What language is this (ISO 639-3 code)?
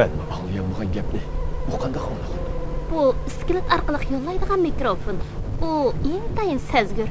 uig